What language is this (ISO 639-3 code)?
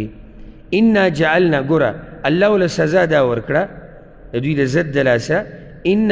pus